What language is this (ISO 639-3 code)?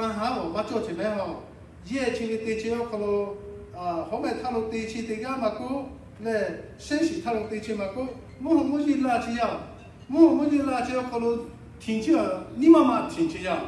lhu